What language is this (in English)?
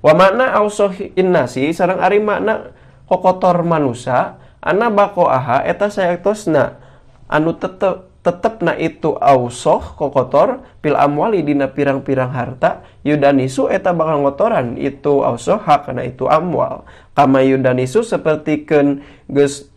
Sundanese